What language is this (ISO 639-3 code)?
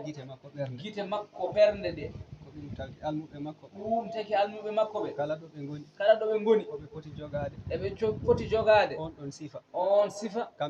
ful